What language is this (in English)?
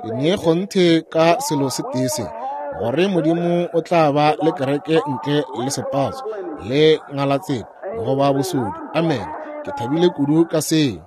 Northern Sotho